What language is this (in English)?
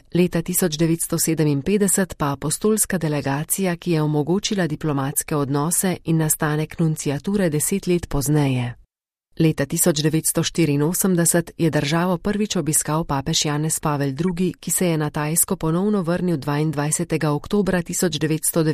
Slovenian